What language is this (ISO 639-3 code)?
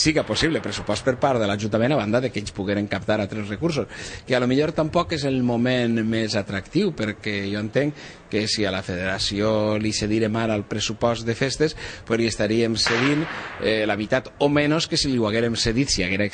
cat